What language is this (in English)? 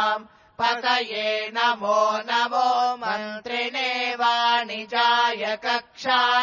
Sanskrit